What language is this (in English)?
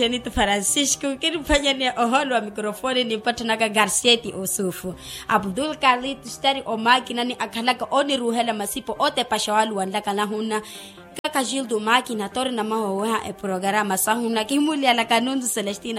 Makhuwa